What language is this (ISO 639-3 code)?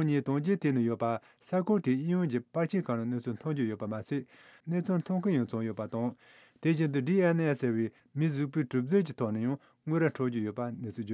bod